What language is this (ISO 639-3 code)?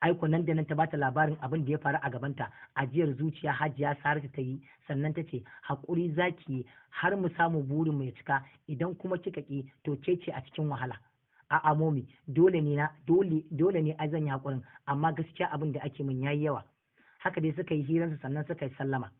hau